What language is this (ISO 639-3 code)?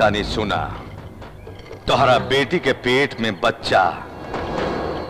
bho